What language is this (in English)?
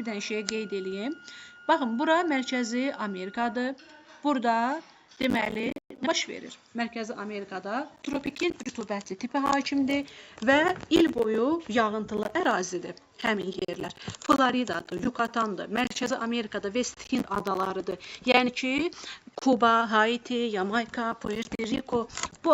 Azerbaijani